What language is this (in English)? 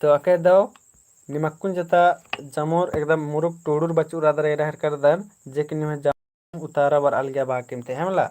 Kurukh